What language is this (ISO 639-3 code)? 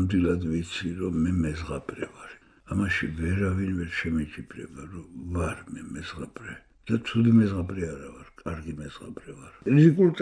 kat